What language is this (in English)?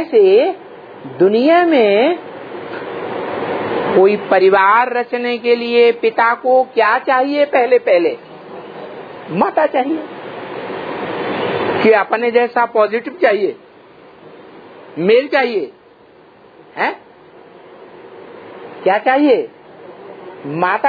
Hindi